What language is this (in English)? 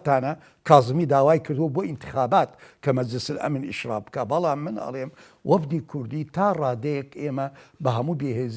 Central Kurdish